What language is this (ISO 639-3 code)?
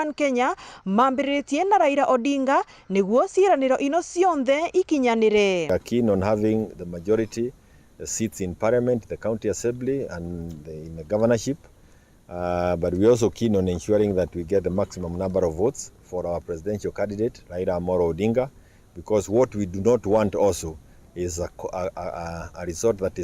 mer